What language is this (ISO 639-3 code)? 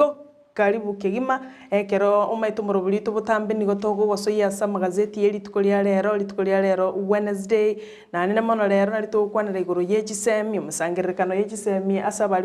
guz